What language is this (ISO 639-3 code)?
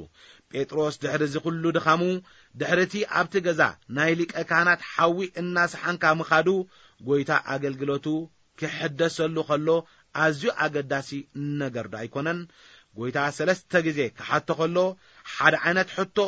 tir